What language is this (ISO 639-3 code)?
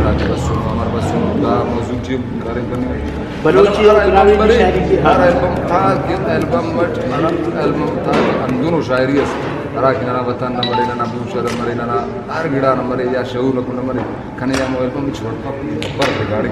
brh